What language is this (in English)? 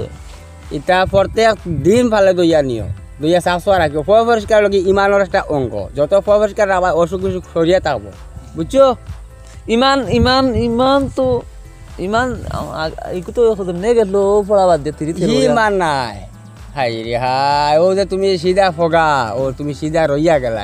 Sylheti